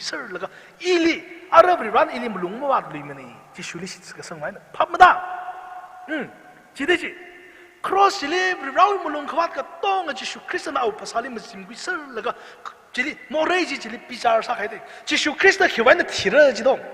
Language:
Tangkhul Naga (India)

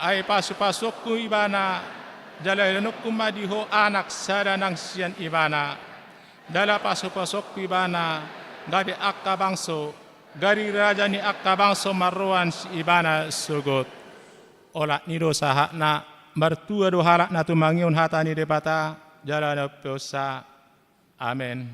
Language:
Batak Toba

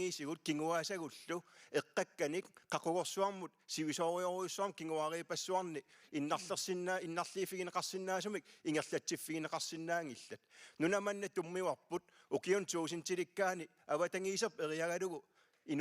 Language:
Kalaallisut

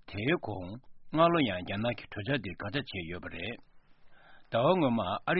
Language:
Tibetan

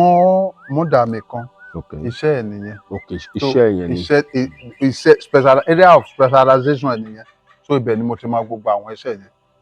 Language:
Yoruba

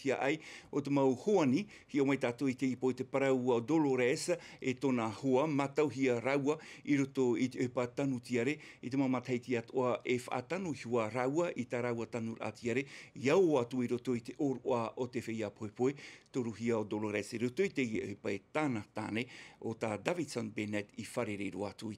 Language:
Tahitian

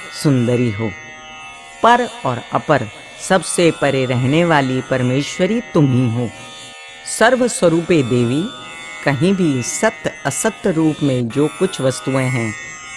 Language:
Hindi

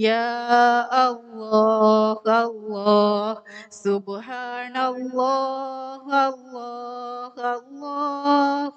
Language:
Divehi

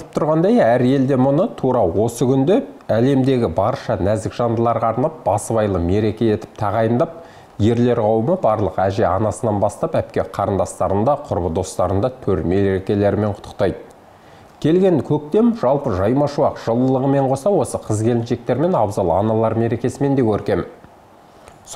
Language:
Kazakh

